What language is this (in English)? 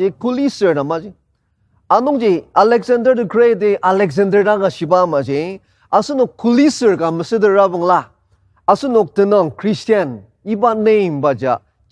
Ao Naga